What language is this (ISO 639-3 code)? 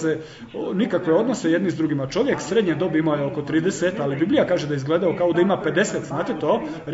hrv